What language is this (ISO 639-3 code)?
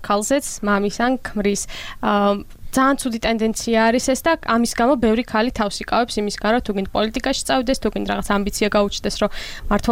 kat